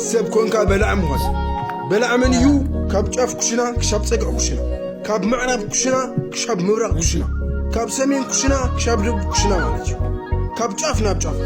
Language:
Tigrinya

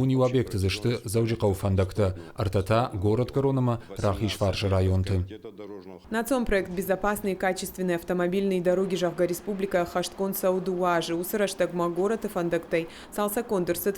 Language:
Ossetic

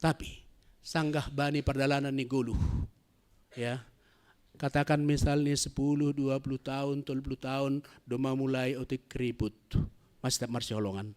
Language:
Batak Simalungun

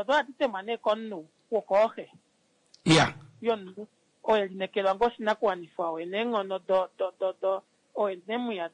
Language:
Kuanyama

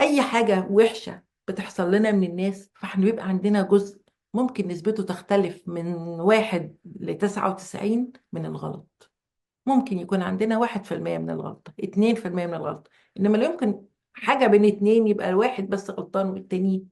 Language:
Egyptian Arabic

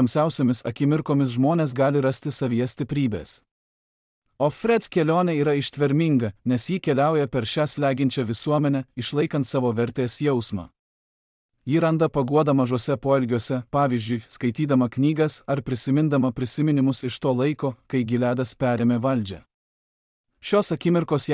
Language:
Lithuanian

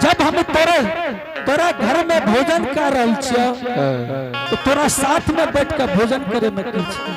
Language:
Angika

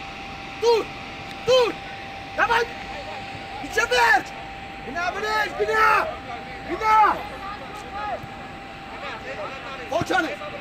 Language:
Romanian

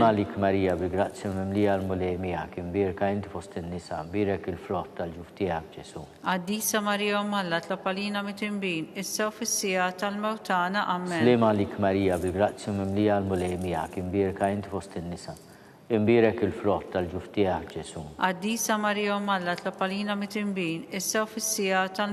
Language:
Maltese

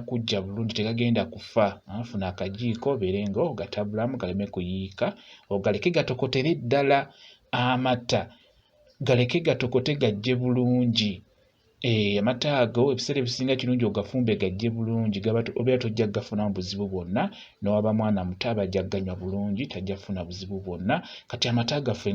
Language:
Ganda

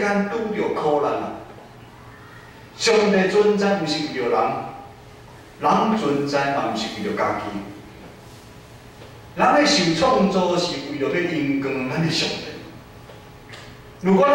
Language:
Min Nan Chinese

